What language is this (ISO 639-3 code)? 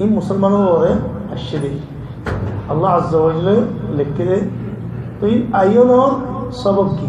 rhg